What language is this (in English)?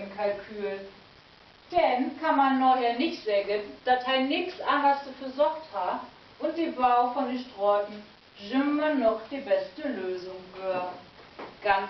Low German